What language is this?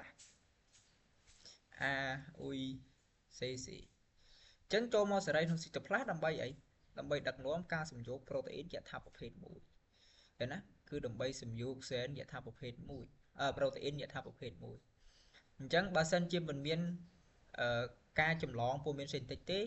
Khmer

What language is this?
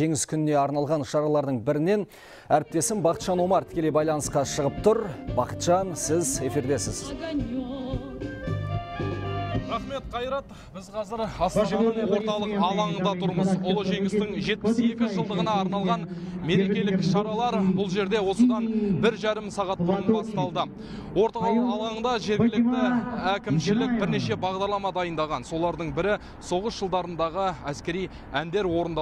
Kazakh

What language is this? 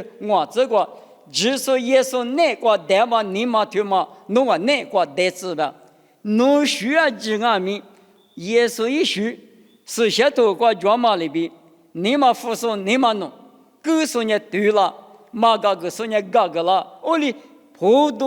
Lisu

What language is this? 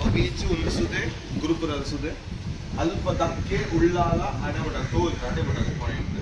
Tulu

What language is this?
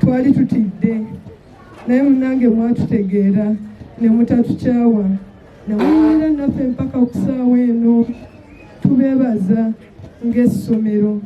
Ganda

